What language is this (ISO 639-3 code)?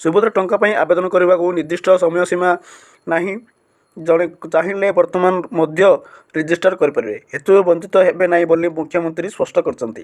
ori